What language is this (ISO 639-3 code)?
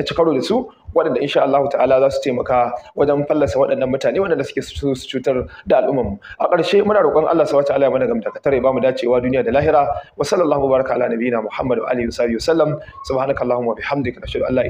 hau